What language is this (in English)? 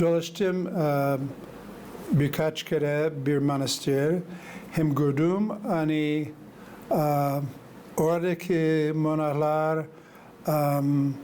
Gagauz